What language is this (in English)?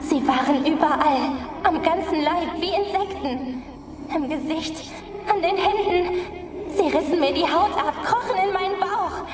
Swiss German